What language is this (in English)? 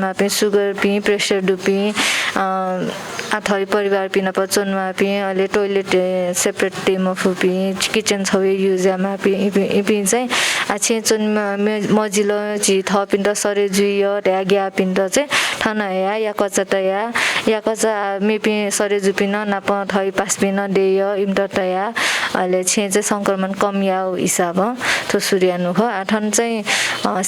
Newari